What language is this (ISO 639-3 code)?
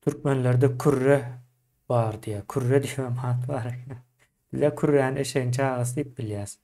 tuk